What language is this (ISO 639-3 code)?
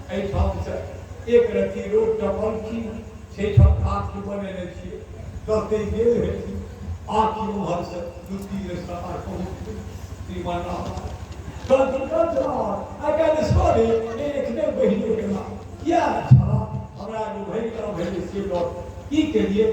mai